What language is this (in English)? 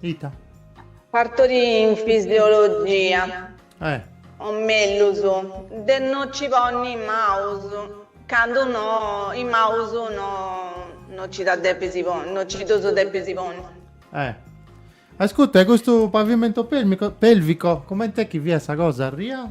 Sardinian